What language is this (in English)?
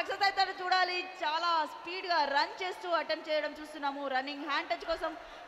Telugu